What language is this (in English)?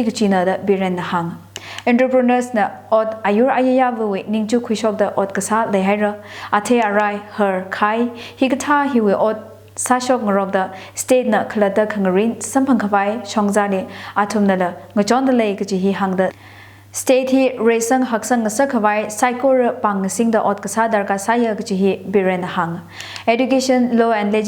Tangkhul Naga (India)